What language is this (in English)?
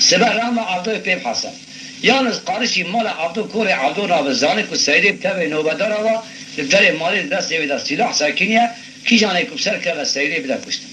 Kurdish